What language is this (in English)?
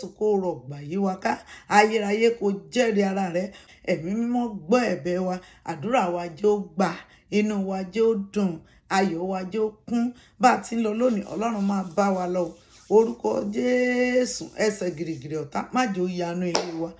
Yoruba